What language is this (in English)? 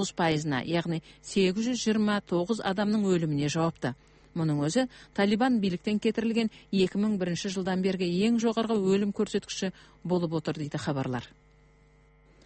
Kazakh